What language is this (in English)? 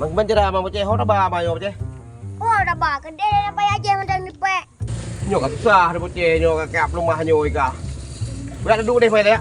Achinese